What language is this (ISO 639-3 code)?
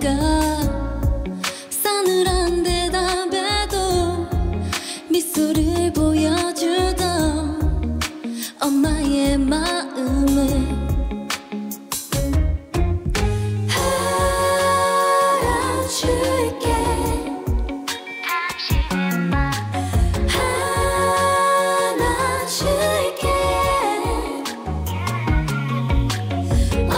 kor